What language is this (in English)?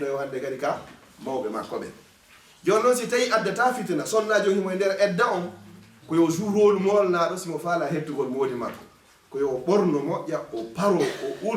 Fula